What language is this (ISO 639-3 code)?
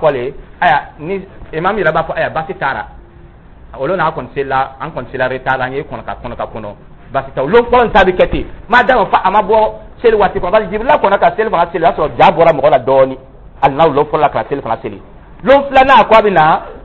dyu